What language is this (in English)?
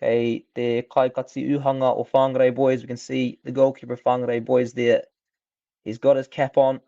Māori